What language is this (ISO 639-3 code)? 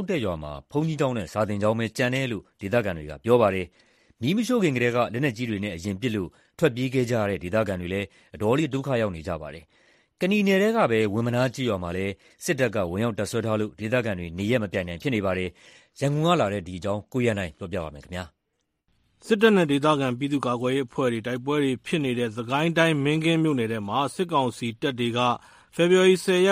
mya